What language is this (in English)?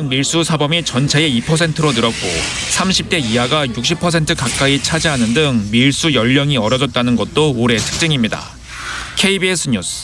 Korean